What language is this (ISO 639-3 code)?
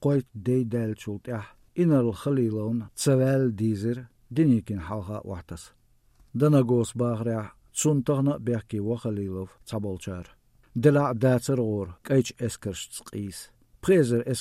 che